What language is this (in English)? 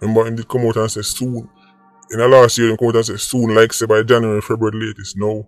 Jamaican Creole English